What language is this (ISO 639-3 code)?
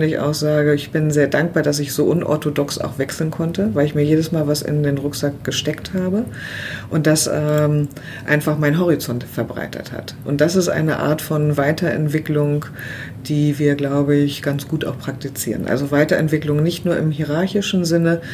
deu